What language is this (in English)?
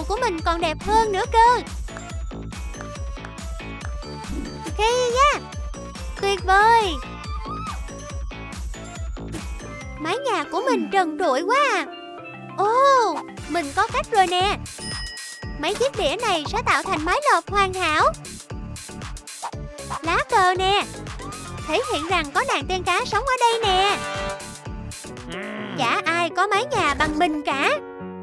Vietnamese